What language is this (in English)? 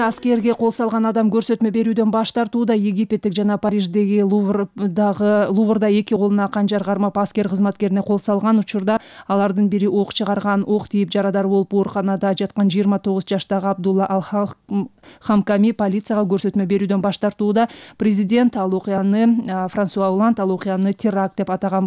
Kyrgyz